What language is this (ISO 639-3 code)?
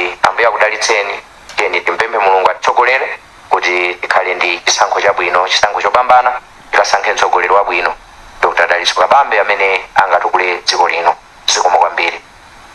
nya